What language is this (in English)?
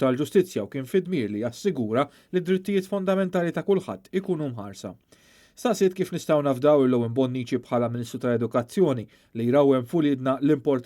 Maltese